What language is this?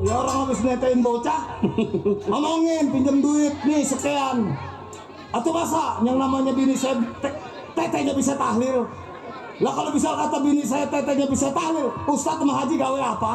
Betawi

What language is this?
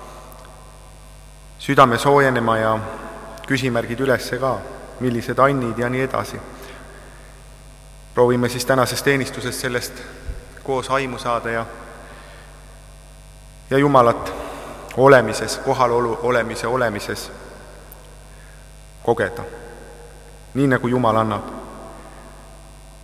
Estonian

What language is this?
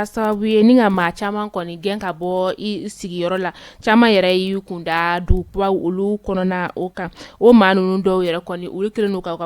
Bambara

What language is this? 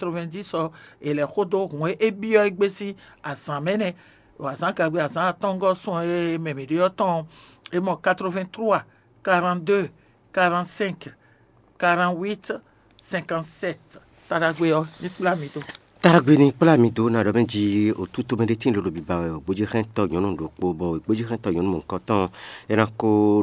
Fon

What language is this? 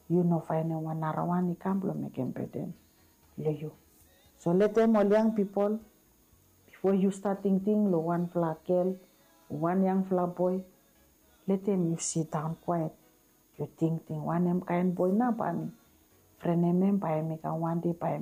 Bislama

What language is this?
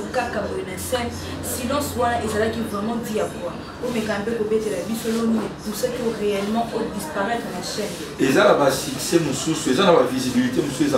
Lingala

